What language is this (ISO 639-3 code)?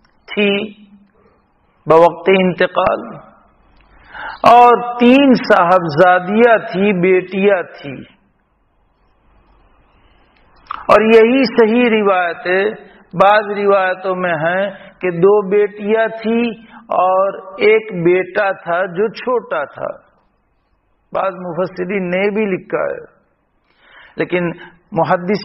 urd